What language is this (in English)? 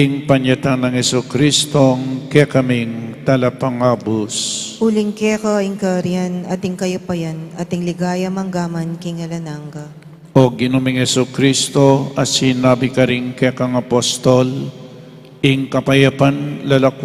Pampanga